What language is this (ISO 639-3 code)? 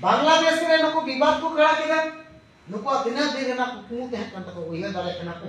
sat